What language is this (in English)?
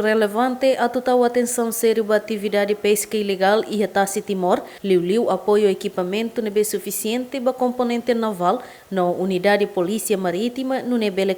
Tetum